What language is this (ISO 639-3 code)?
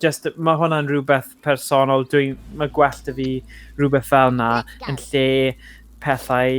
cym